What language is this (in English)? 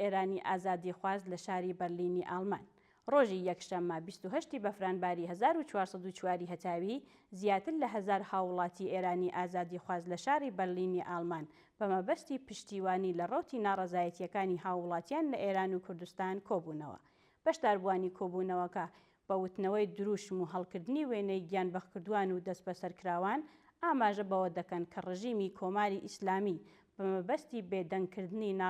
Central Kurdish